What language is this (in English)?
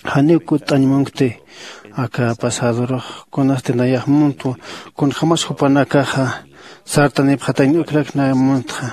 Aymara